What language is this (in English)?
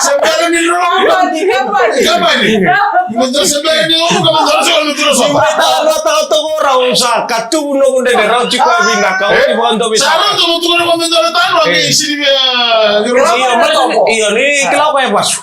Fijian